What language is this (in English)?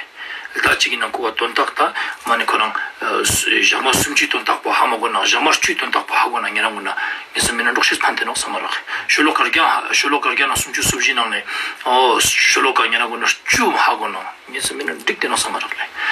Tibetan